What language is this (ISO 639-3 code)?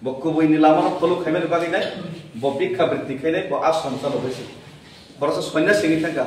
trp